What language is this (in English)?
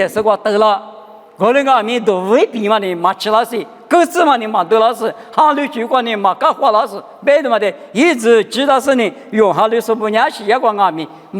Lisu